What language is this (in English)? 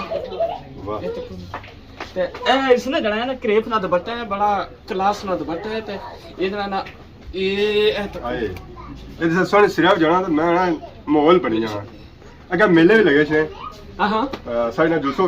Pahari-Potwari